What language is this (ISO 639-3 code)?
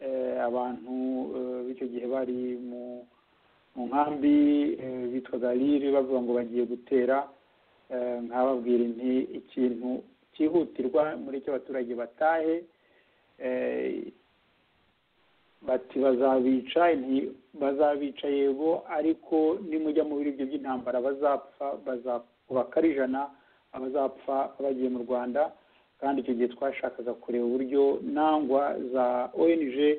kin